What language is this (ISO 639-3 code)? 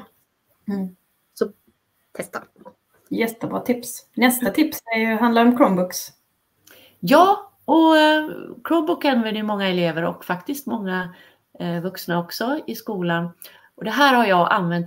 swe